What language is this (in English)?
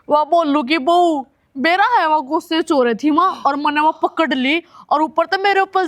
Haryanvi